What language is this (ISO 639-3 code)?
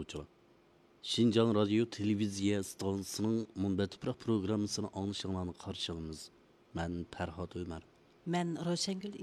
uig